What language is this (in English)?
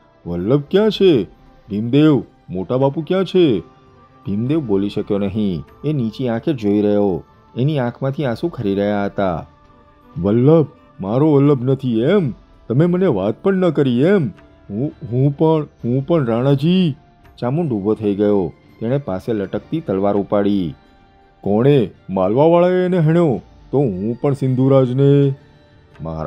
Gujarati